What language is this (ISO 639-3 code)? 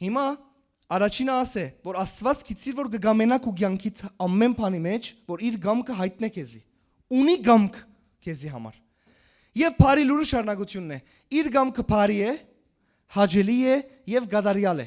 hyw